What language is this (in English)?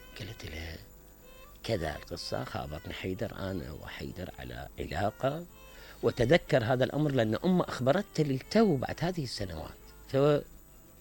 Mesopotamian Arabic